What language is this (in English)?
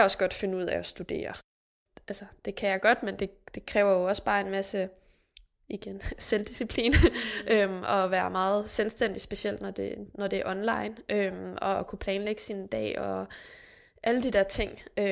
Danish